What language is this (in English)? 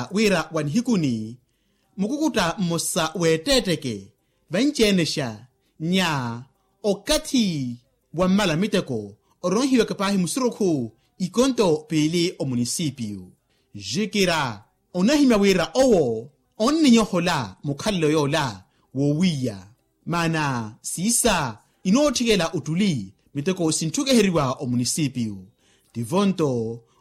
Makhuwa